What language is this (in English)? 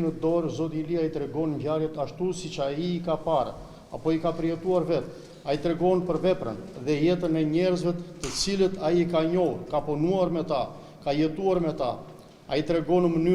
Albanian